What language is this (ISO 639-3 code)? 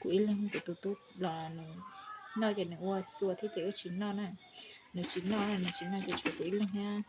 hmn